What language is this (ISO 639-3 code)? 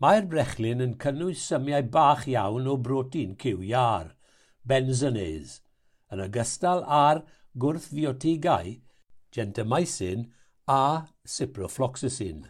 cym